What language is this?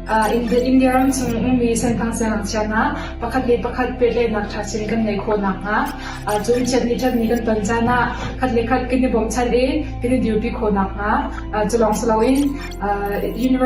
Hakha Chin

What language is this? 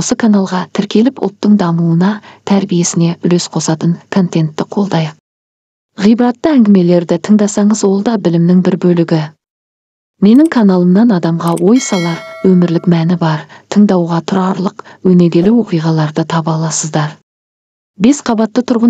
Kazakh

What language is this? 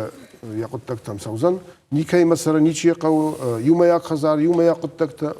Ossetic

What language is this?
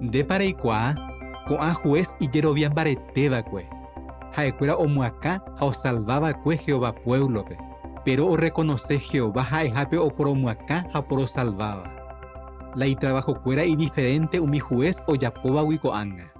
Guarani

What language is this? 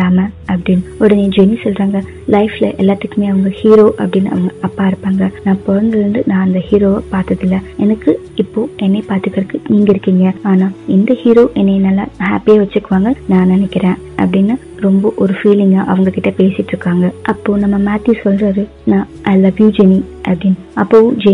Tamil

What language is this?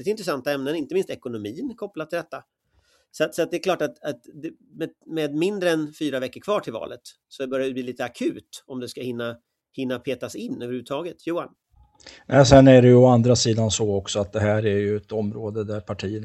Swedish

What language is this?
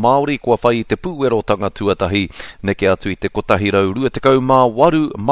Māori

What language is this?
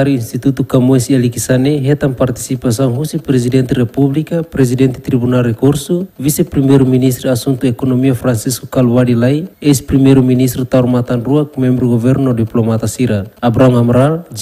Tetum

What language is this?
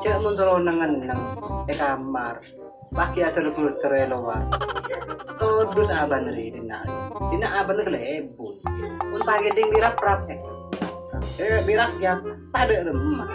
Madurese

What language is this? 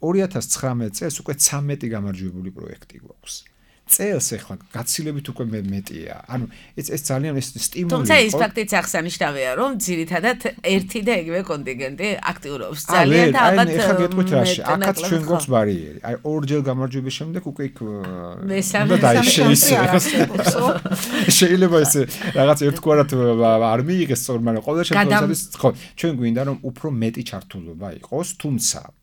Georgian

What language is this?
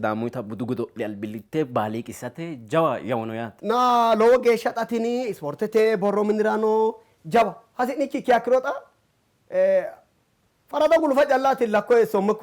Sidamo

